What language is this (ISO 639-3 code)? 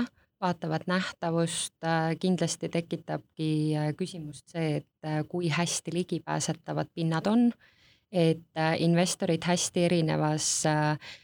est